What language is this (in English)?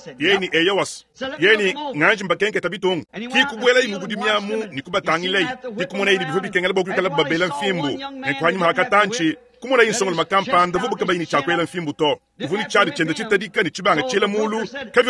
Luba-Lulua